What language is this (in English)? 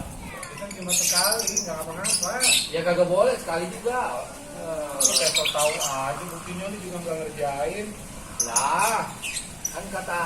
Betawi